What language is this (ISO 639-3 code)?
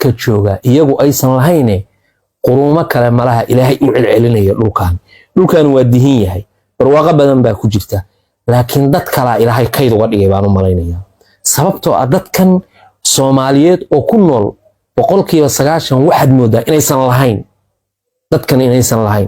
som